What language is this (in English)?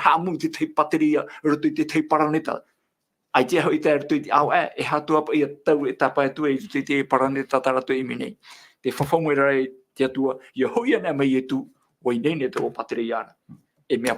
Tahitian